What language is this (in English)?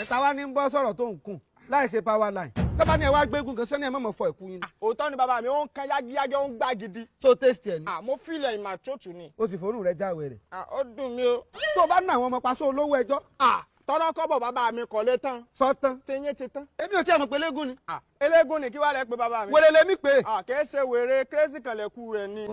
Yoruba